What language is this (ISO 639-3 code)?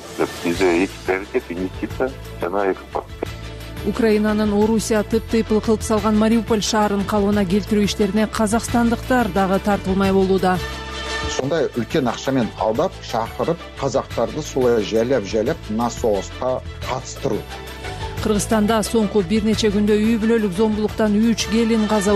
kir